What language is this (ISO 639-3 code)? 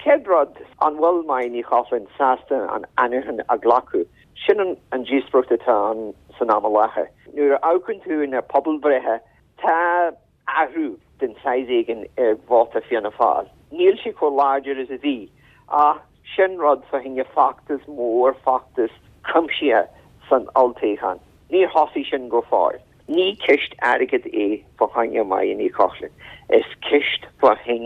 gle